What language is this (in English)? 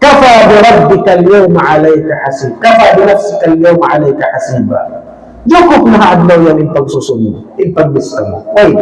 Tausug